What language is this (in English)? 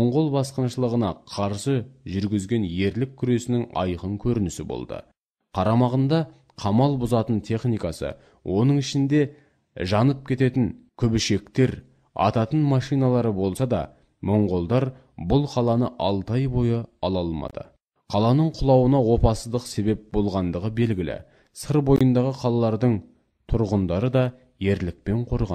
Kazakh